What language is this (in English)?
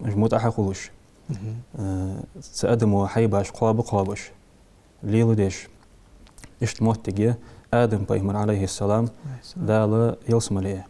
Ingush